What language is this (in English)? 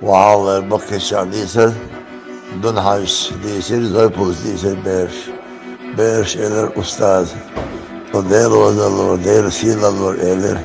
Chechen